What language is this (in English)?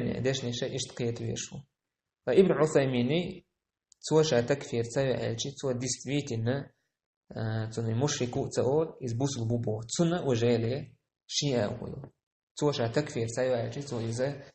Chechen